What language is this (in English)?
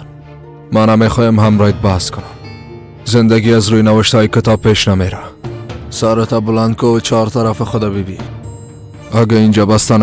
Persian